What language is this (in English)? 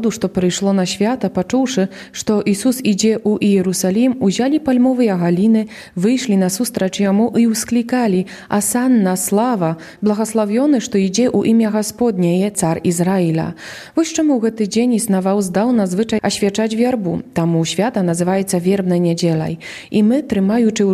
Belarusian